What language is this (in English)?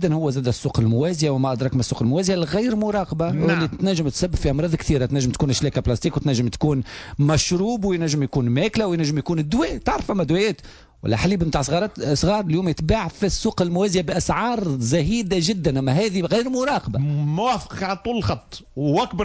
Tunisian Arabic